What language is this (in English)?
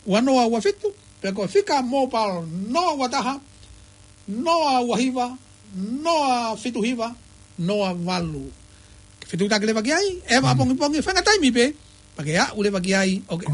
Tongan